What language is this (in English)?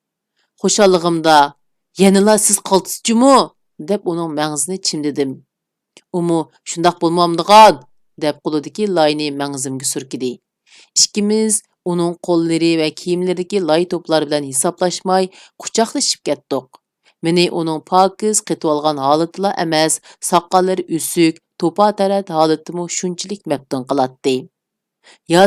Uyghur